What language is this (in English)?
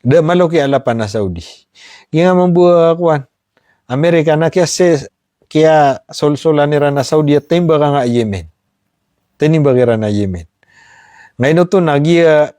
Maranao